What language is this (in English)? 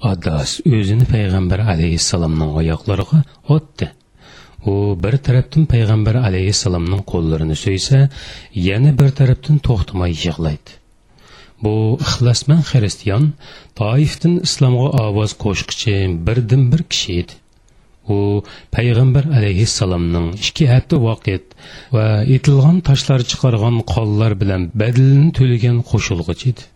Uyghur